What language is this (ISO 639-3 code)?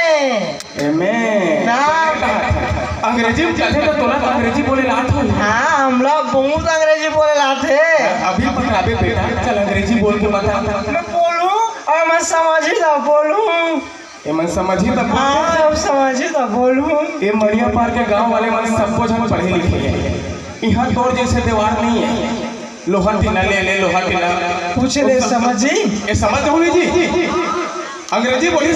hne